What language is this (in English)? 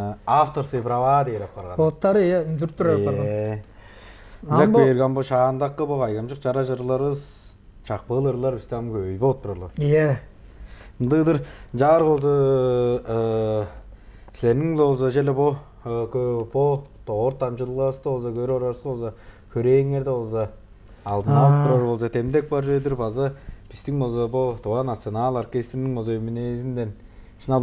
Tuvinian